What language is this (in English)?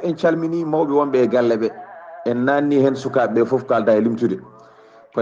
Fula